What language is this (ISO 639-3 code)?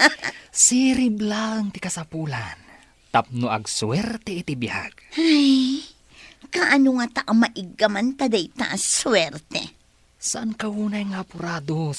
ilo